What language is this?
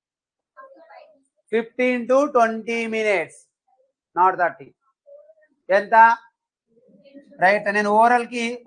Telugu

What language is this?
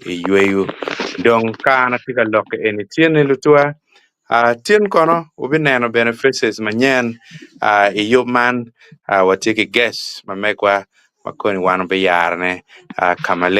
Acoli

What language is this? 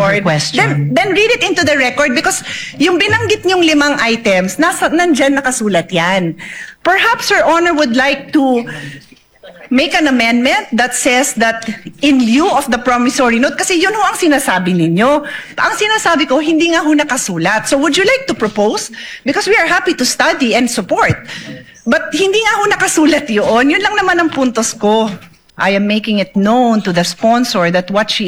Filipino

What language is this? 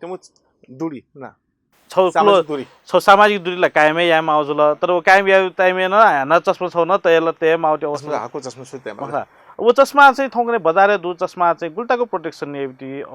Newari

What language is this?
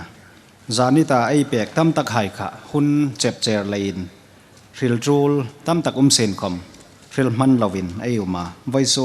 Hmar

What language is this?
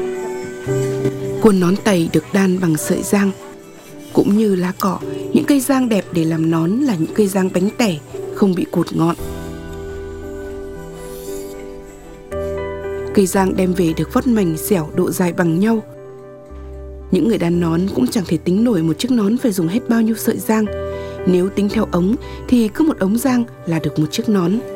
Vietnamese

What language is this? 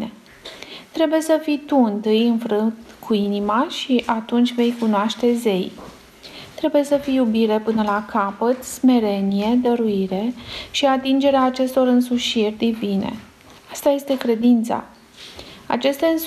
Romanian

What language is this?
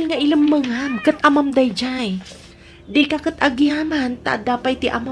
Iloko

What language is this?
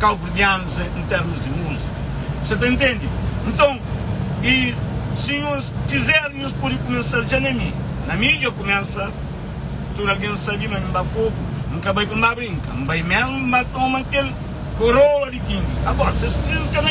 Kabuverdianu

